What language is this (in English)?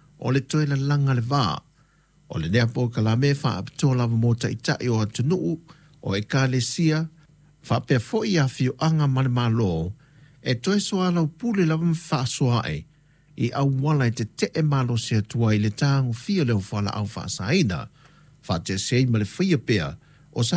Samoan